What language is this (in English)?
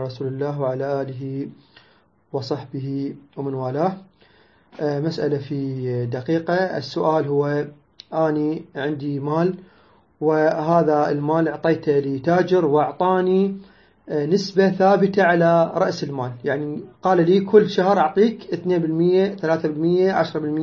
Moroccan Arabic